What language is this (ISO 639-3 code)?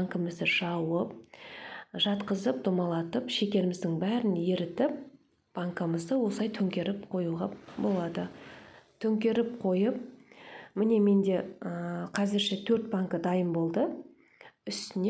kaz